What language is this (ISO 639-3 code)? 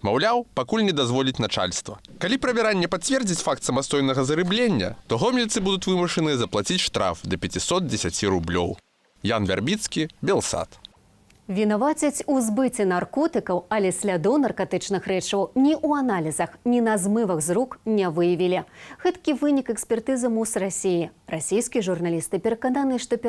bel